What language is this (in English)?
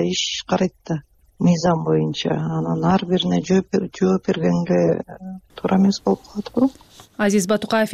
Kyrgyz